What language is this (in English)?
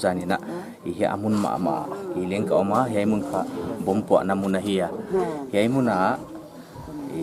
Paite Chin